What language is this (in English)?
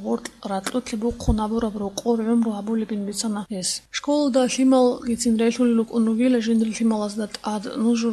Avaric